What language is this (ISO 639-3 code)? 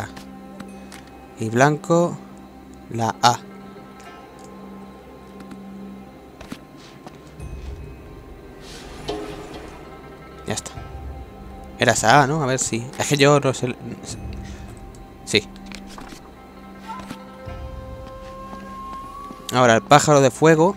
spa